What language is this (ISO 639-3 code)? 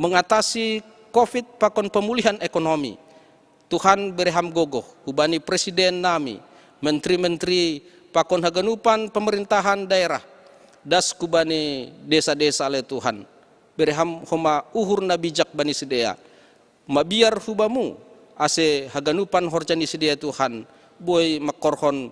bts